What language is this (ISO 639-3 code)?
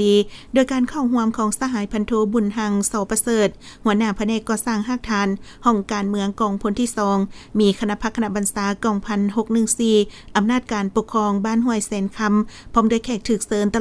lao